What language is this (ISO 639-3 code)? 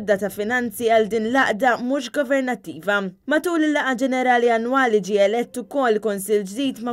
mlt